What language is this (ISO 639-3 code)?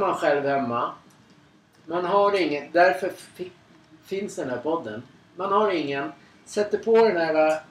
swe